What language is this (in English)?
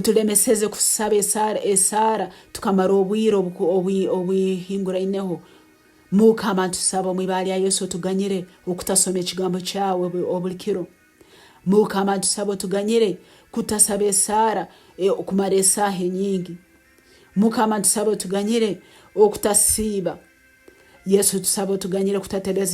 Nyankole